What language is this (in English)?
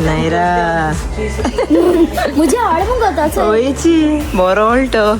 Konkani